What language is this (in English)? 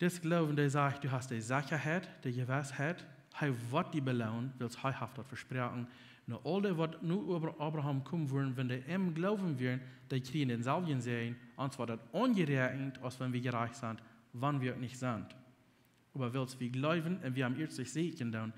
Plautdietsch